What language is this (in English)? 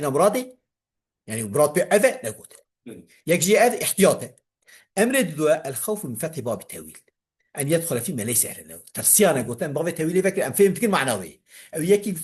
Kurdish